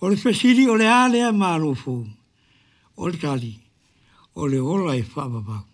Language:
Samoan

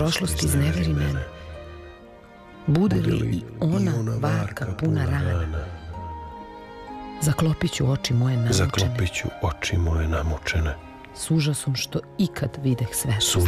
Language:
Serbian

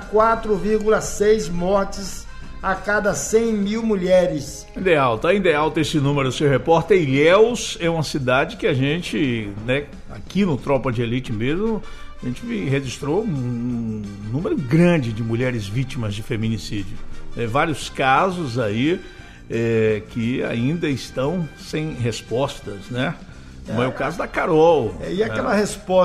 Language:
Portuguese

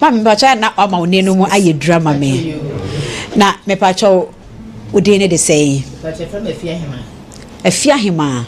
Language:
Akan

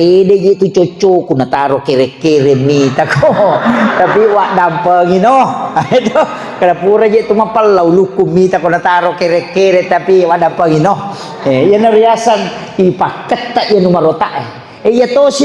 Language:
Buginese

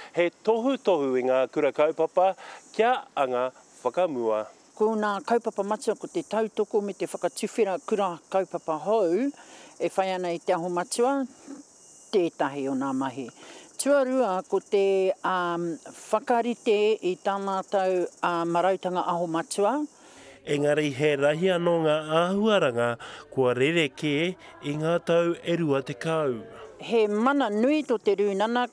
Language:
Māori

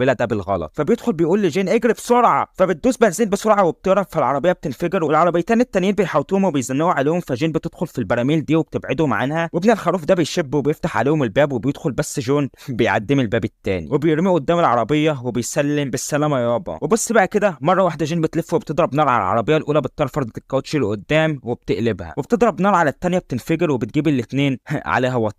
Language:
Egyptian Arabic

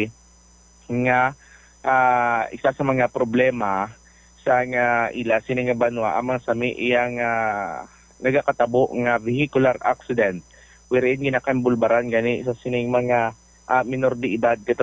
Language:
Hiligaynon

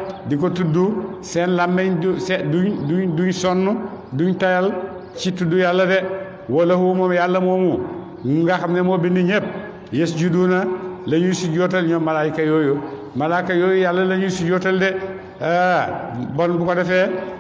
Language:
Wolof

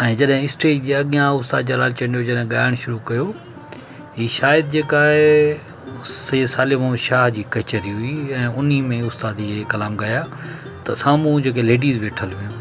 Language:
Sindhi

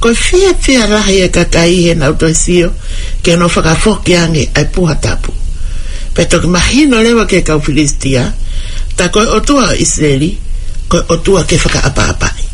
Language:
Tongan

